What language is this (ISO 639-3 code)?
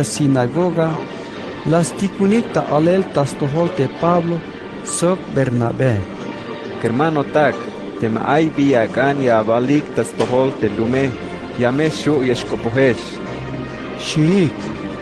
tzh